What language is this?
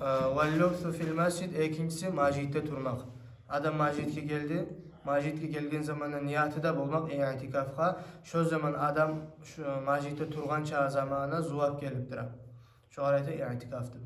Kumyk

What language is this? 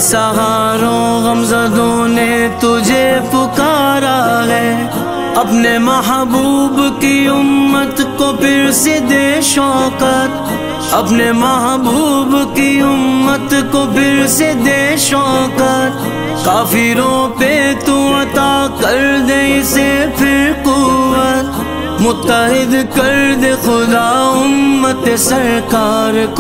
Urdu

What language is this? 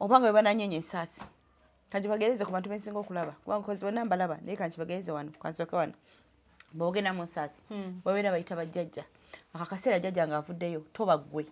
Ganda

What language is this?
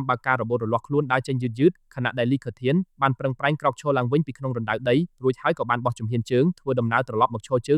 Khmer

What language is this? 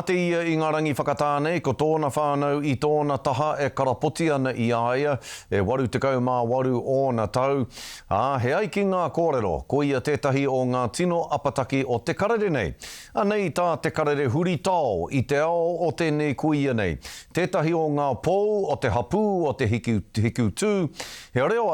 Māori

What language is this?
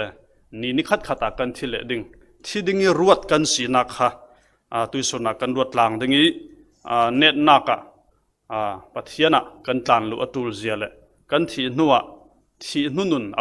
Falam Chin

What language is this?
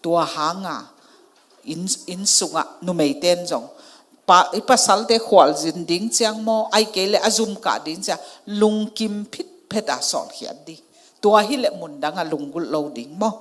Tedim Chin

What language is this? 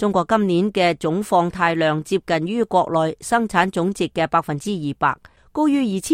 Cantonese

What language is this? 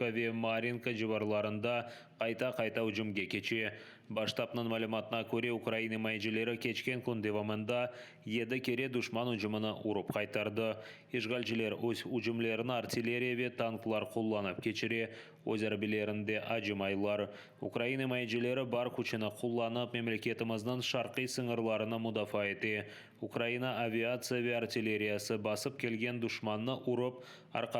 Crimean Tatar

